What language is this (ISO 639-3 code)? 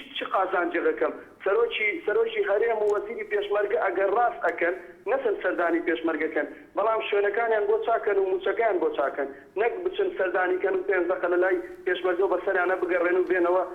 ckb